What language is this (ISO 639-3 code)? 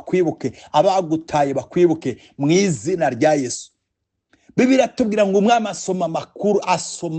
kin